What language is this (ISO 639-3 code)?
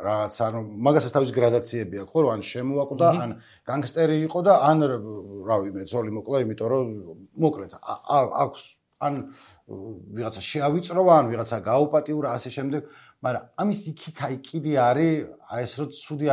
kat